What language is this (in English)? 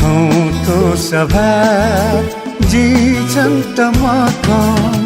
Newari